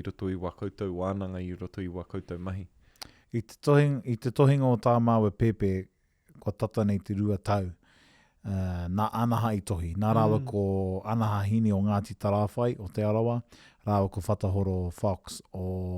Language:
Māori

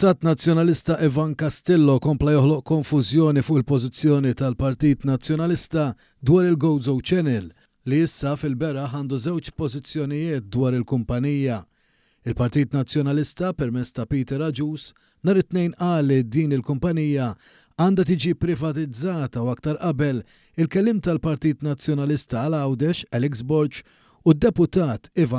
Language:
Maltese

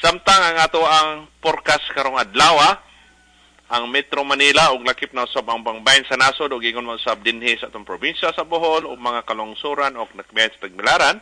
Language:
Cebuano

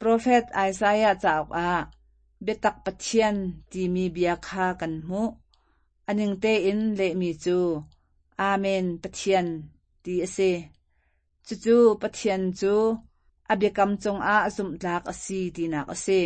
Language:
Hakha Chin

